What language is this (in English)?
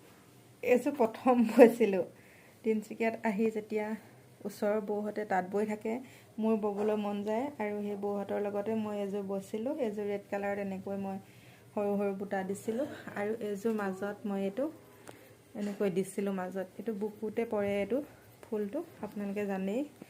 Assamese